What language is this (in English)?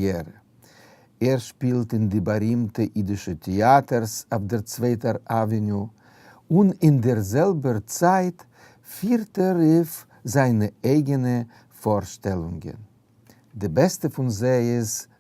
Yiddish